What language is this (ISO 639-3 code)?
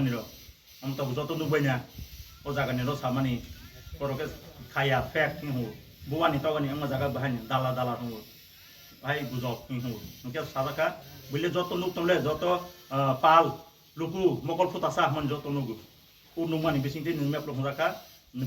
ria